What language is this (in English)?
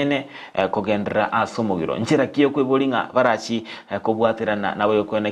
Gusii